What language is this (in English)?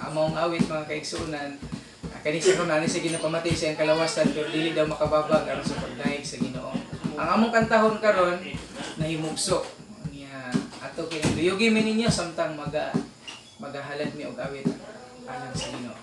Cebuano